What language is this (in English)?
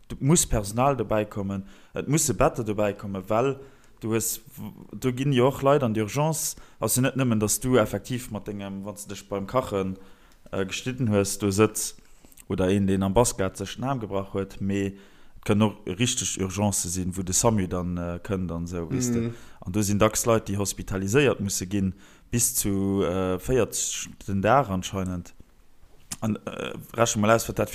Luxembourgish